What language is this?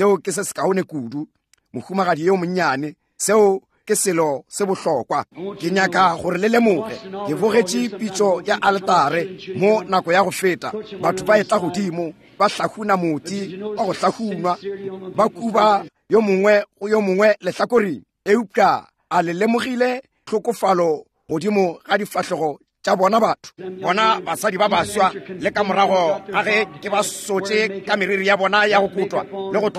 Northern Sotho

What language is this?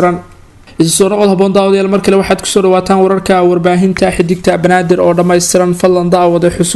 Somali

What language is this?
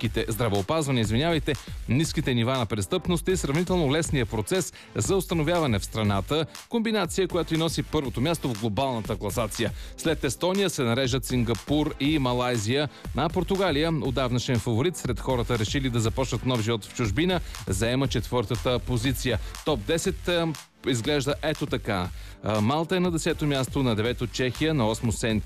Bulgarian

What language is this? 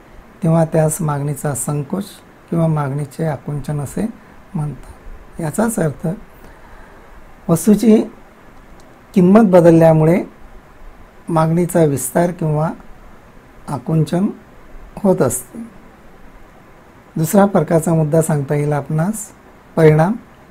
Marathi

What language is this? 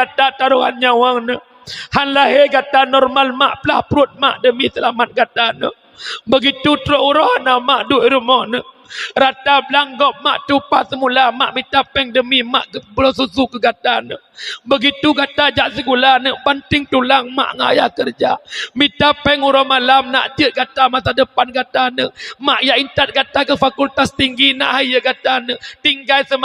Achinese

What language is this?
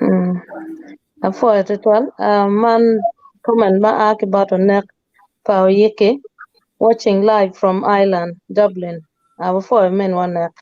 Acoli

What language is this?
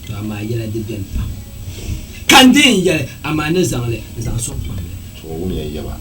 Dagbani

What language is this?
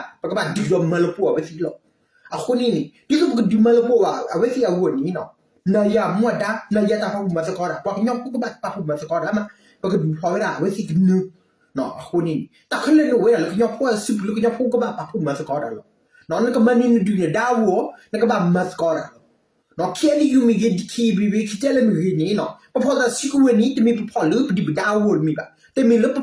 S'gaw Karen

